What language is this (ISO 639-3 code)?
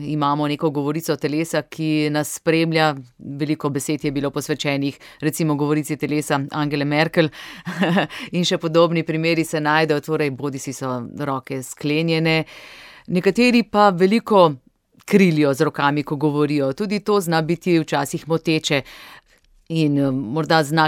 slv